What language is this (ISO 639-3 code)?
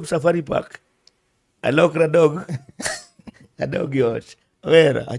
luo